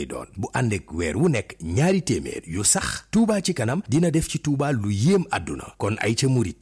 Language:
Wolof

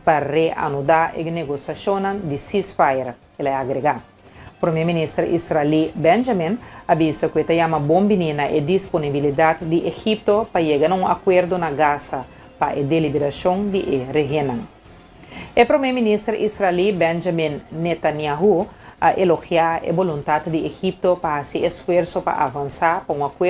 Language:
Papiamento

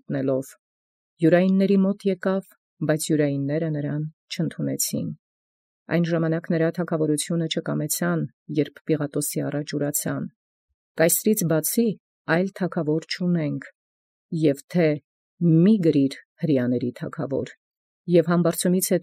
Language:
Armenian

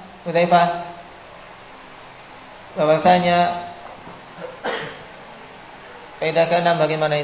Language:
Indonesian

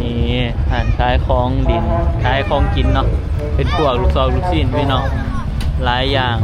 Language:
Northeastern Thai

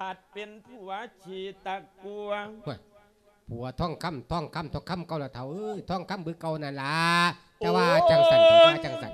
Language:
Lao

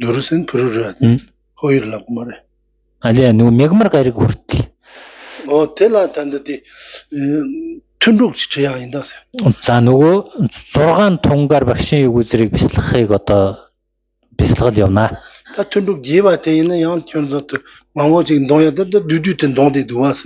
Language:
Mongolian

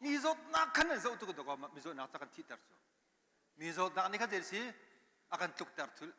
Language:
Hakha Chin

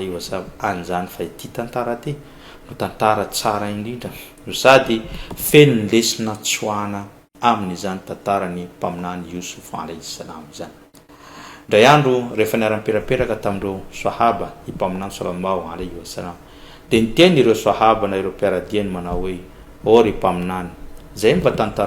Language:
Malagasy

